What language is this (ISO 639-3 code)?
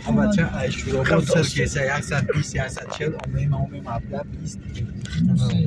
tgk